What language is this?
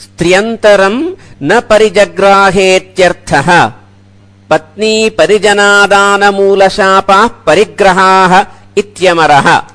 Sanskrit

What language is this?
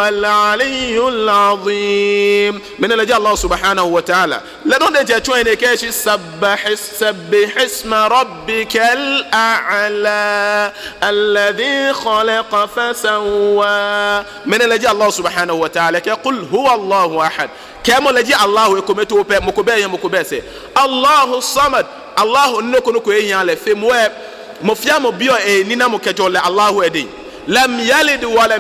Ga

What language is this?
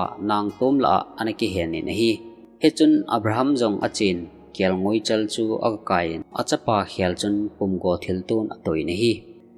Thado Chin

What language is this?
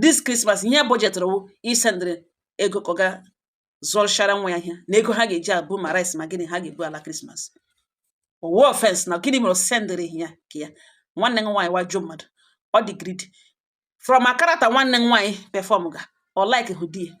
Igbo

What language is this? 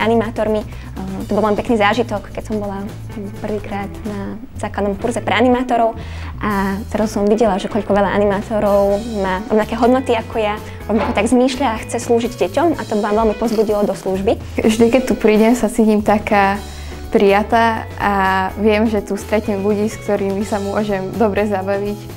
Slovak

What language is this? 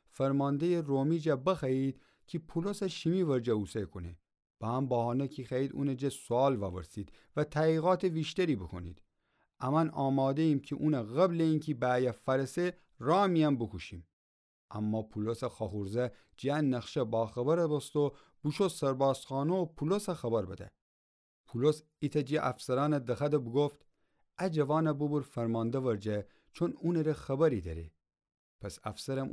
Gilaki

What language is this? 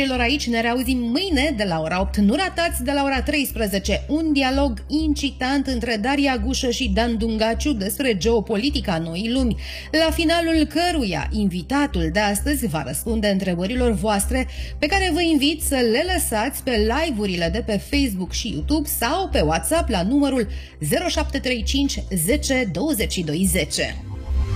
Romanian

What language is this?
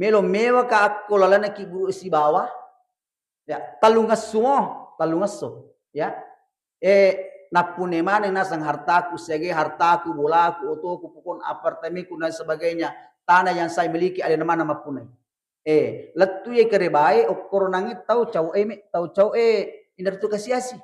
Buginese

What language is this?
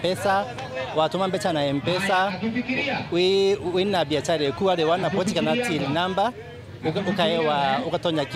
Meru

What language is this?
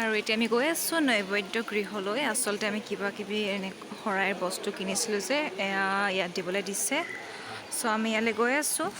Assamese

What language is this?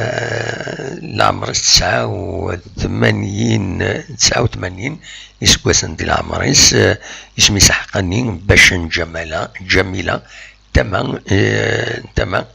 Kabyle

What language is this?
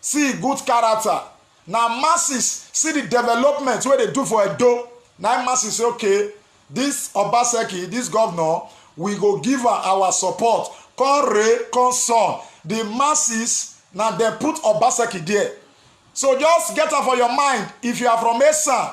Nigerian Pidgin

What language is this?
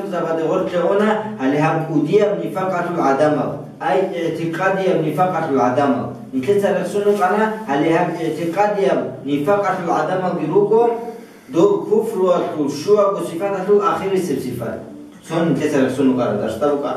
Avaric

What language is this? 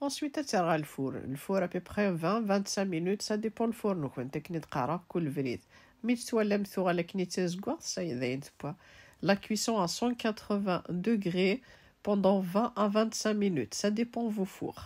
Kabyle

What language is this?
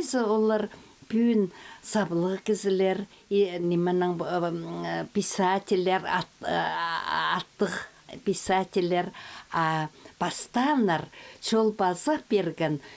Khakas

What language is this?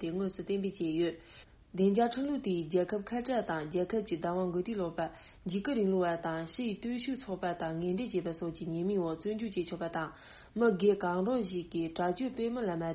Tibetan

